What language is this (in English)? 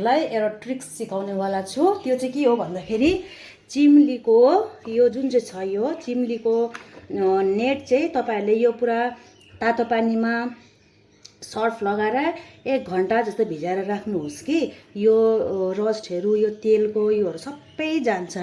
Nepali